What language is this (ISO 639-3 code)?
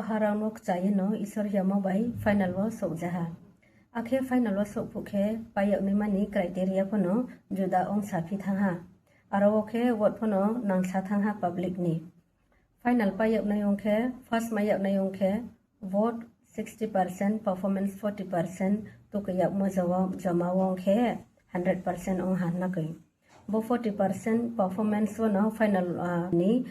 ria